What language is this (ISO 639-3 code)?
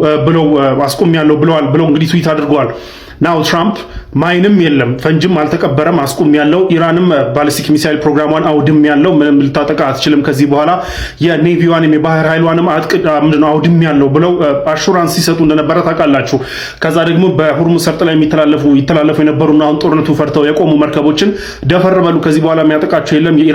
amh